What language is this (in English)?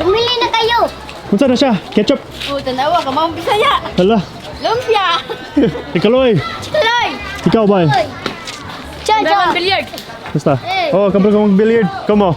Cebuano